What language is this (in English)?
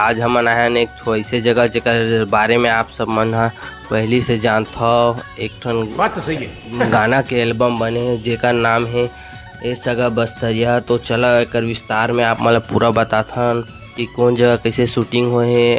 Chhattisgarhi